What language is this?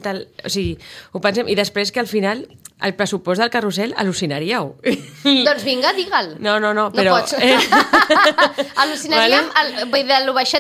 Catalan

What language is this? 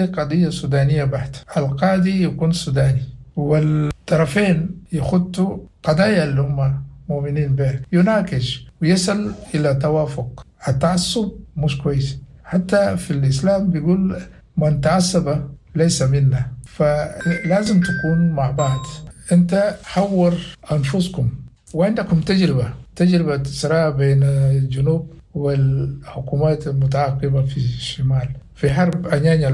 Sudanese Arabic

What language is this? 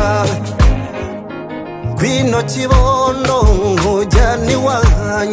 Kinyarwanda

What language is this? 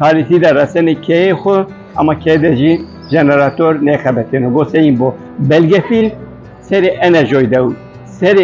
Kurdish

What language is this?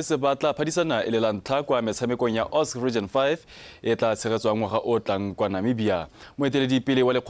Tswana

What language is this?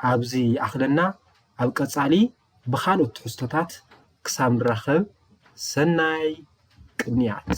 Tigrinya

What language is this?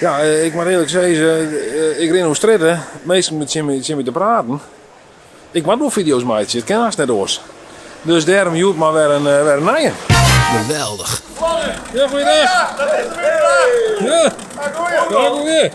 Western Frisian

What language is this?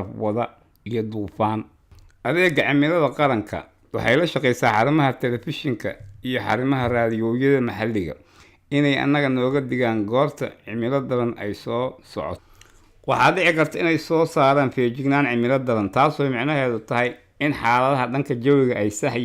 Somali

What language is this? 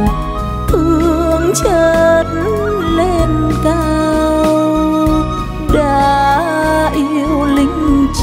Vietnamese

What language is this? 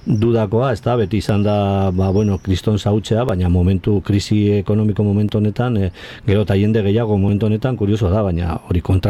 Basque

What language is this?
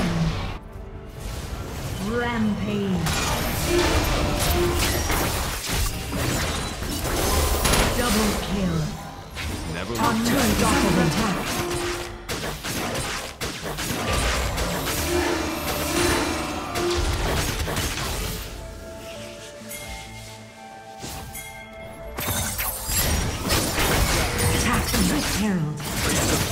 English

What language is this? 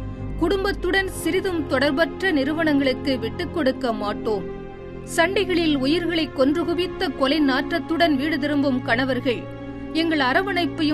Tamil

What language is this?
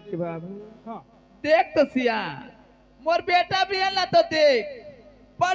Chhattisgarhi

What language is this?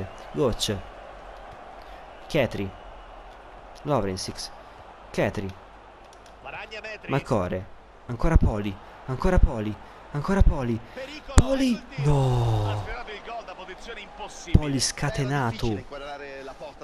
Italian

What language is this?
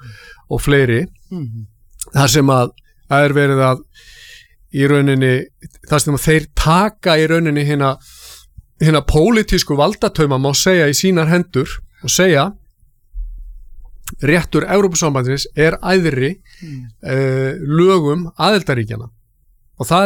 Icelandic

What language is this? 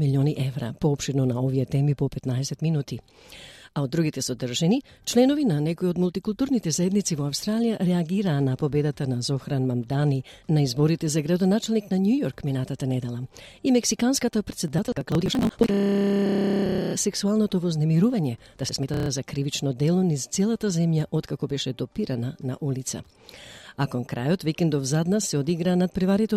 Macedonian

